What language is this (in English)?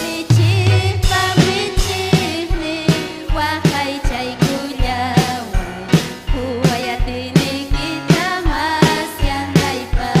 Ayacucho Quechua